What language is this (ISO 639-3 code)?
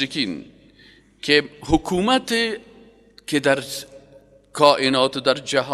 fas